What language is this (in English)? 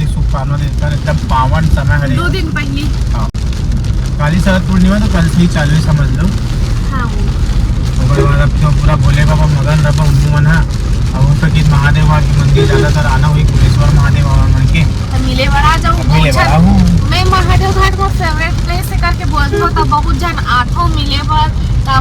Chhattisgarhi